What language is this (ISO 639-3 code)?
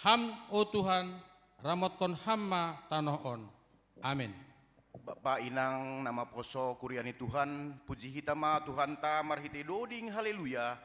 bts